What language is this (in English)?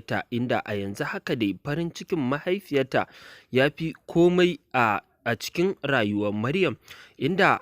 Hausa